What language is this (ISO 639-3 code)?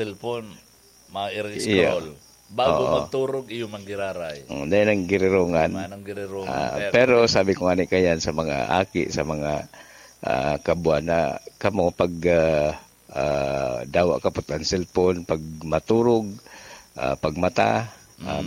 bik